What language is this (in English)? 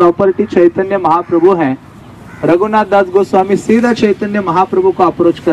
Hindi